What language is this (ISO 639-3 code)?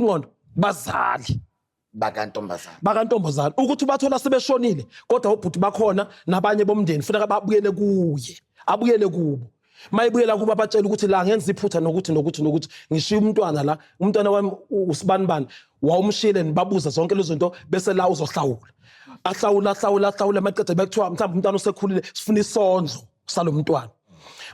zul